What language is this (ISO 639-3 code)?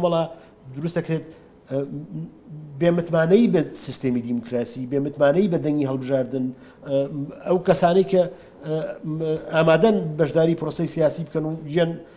ckb